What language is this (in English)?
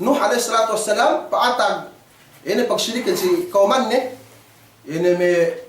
Yakan